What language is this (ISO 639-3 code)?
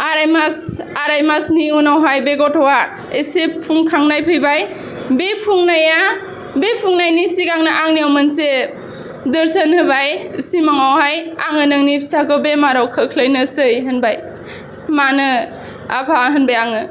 brx